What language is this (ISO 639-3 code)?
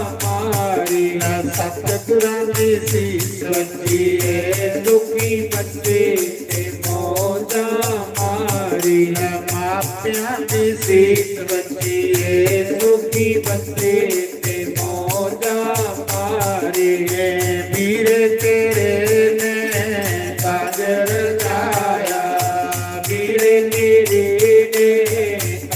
doi